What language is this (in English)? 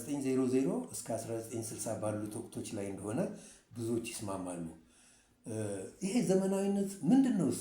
Amharic